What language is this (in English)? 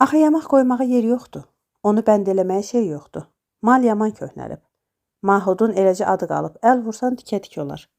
Azerbaijani